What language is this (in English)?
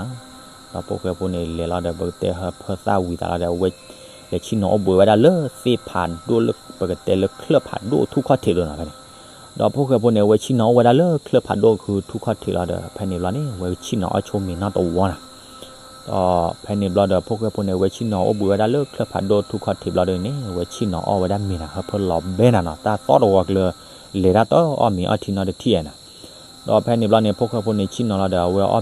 S'gaw Karen